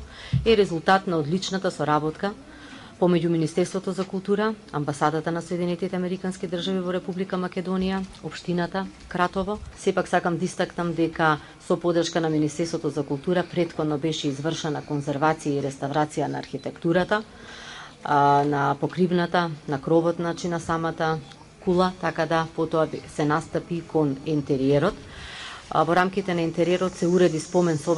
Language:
Macedonian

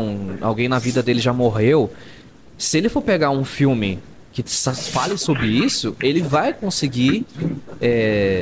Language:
Portuguese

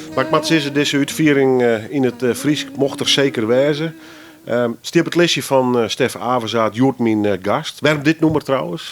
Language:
Western Frisian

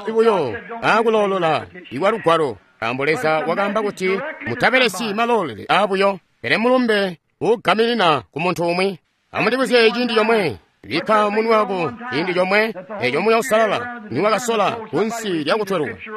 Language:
Tonga (Zambia)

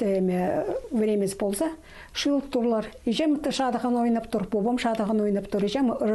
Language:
Khakas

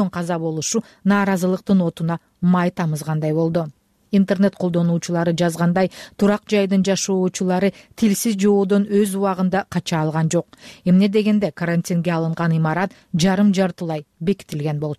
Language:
Kyrgyz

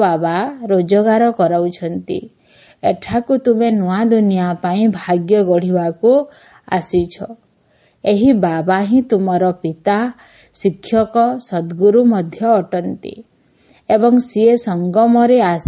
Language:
Odia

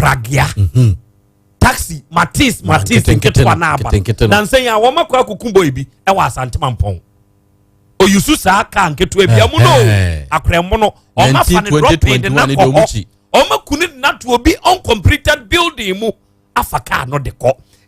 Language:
Akan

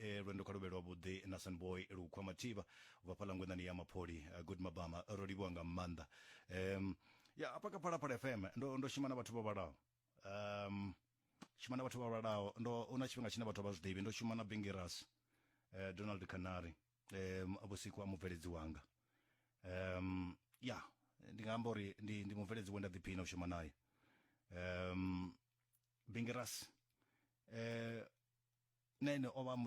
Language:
Venda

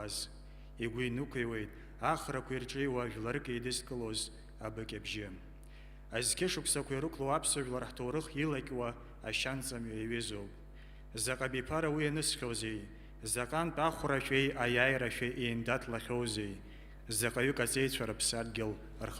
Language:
Abkhazian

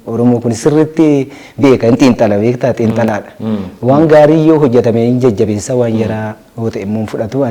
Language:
Oromo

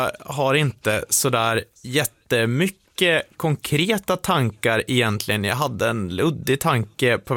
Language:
Swedish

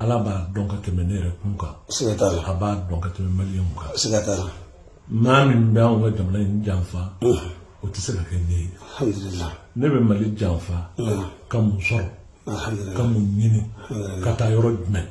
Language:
Bambara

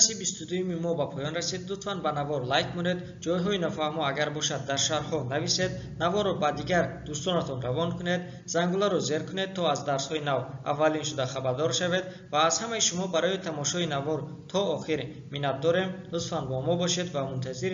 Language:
Tajik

